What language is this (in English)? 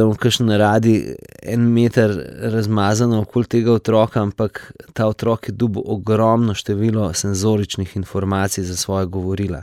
Slovenian